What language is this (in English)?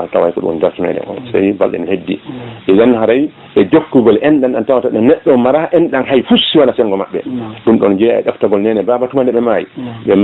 Fula